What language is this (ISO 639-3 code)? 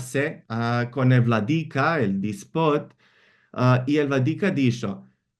lad